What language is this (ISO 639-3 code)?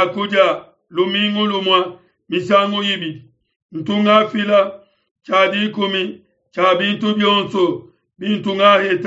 lua